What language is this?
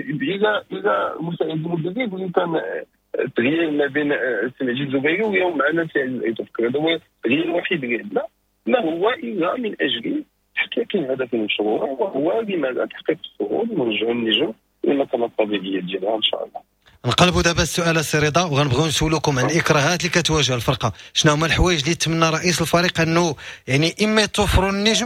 Moroccan Arabic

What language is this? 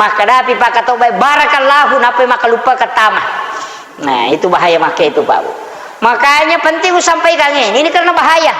Buginese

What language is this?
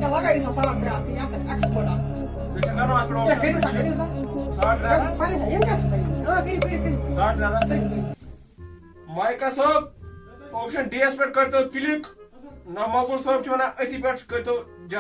Kashmiri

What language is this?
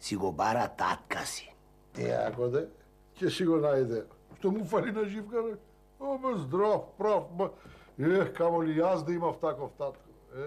Macedonian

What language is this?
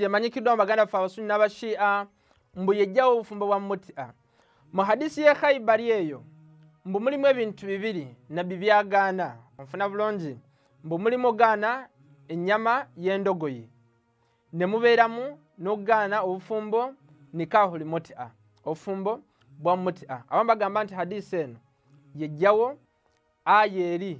Ganda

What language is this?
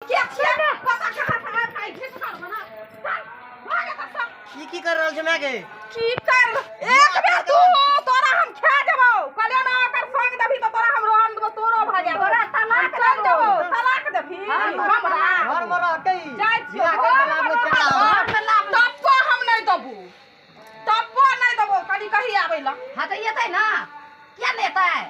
Maithili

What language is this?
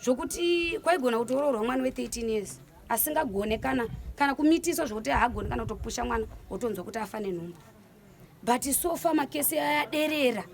Shona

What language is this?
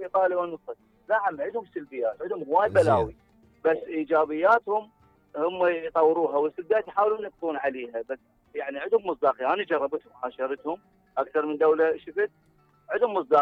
Mesopotamian Arabic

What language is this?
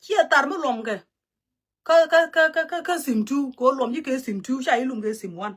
Nuer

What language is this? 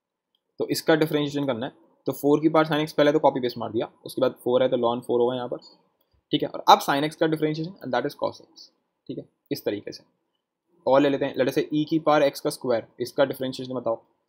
Hindi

